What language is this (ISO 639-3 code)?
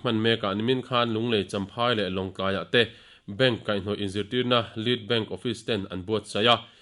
lus